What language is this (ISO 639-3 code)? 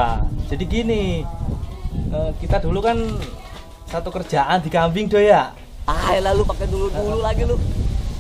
bew